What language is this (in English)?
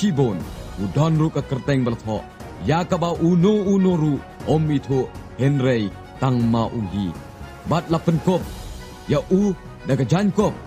Khasi